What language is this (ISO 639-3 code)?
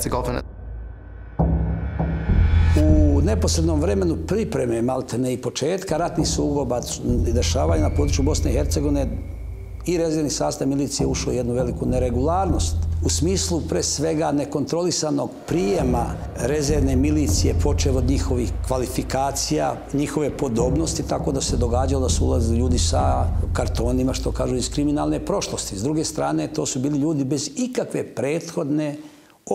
bos